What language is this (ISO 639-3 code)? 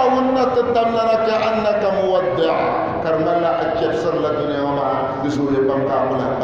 dag